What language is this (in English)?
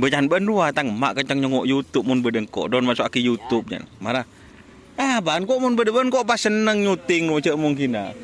Madurese